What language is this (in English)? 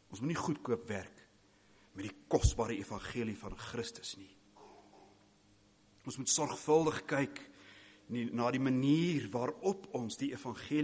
Afrikaans